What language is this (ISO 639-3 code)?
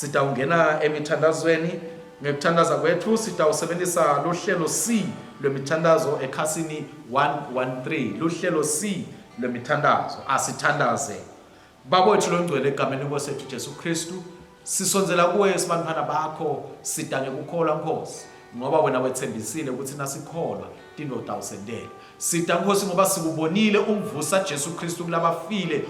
ssw